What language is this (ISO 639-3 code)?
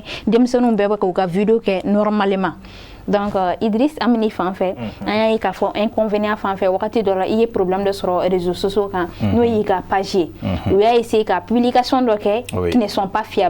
bam